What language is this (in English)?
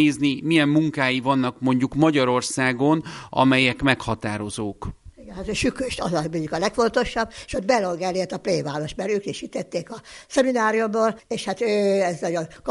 Hungarian